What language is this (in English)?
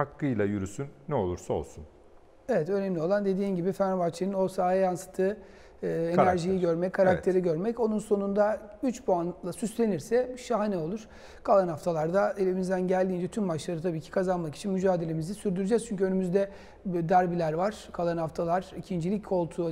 Turkish